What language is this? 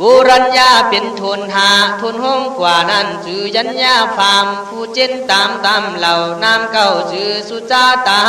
Khün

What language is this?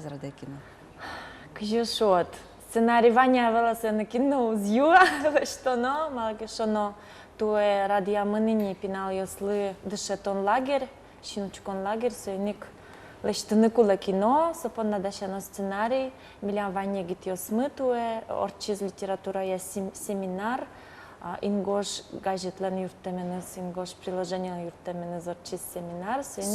Udmurt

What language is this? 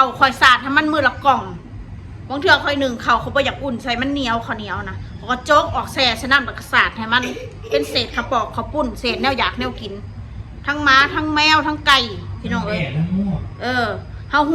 Northeastern Thai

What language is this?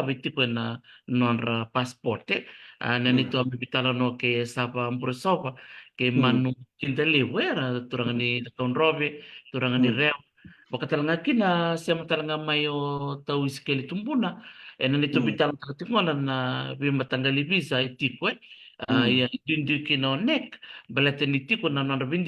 Fijian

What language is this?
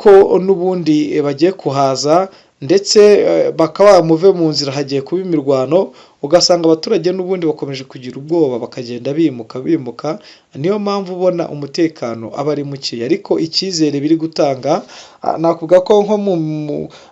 Kinyarwanda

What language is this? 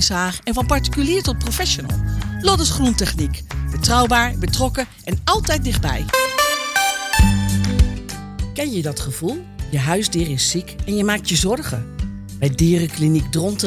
Dutch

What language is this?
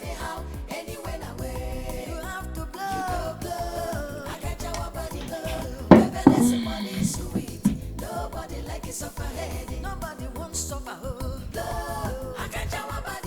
Nigerian Pidgin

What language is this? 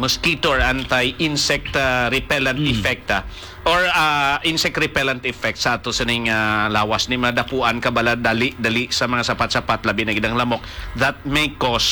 Hiligaynon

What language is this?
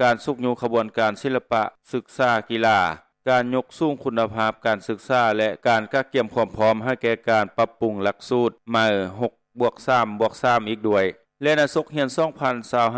Lao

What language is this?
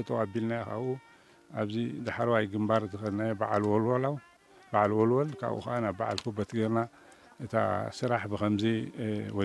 Tigrinya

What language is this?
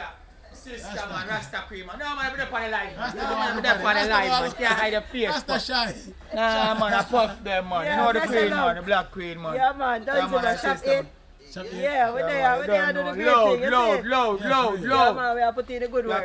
Jamaican Creole English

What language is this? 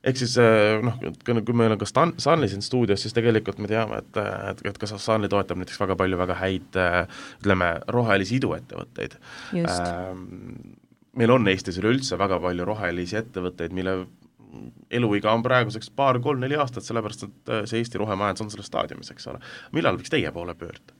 Estonian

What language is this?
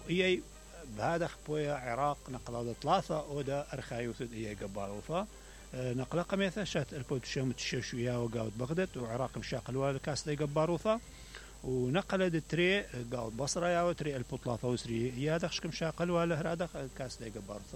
Mesopotamian Arabic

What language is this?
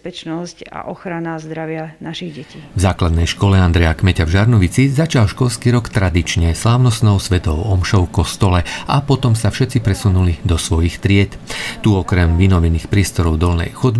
Slovak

